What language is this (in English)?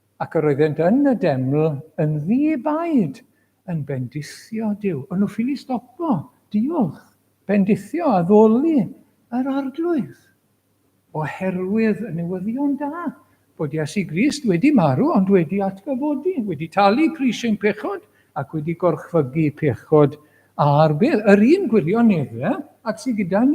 Welsh